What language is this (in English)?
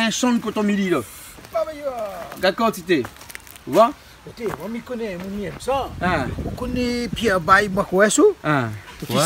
Réunion Creole French